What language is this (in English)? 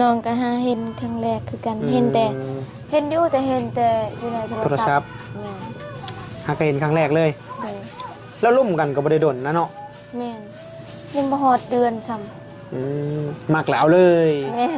Northeastern Thai